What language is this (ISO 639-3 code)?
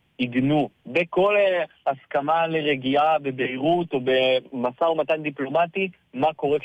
heb